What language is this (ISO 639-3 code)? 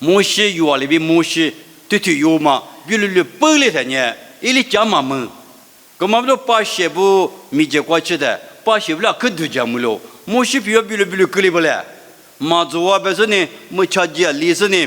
lis